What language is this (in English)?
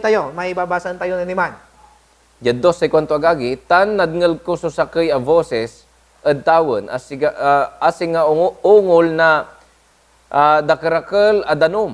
Pangasinan